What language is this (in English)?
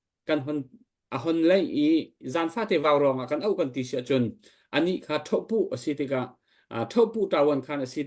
Hakha Chin